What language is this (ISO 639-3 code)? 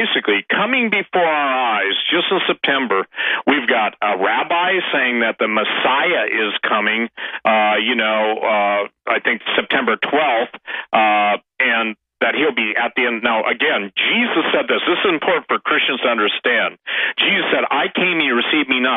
eng